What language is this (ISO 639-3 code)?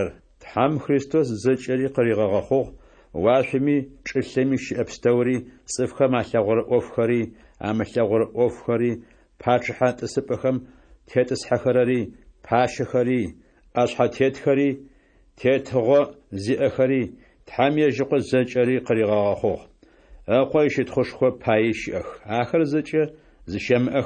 ady